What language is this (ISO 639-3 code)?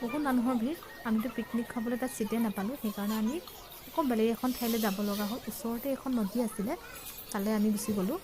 asm